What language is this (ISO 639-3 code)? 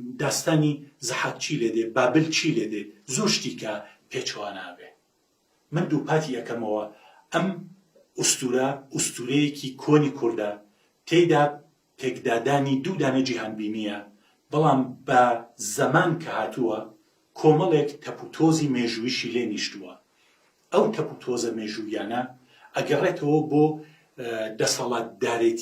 ckb